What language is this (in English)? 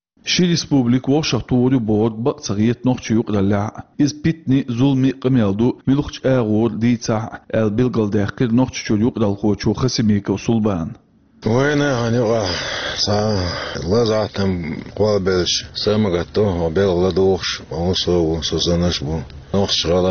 Chechen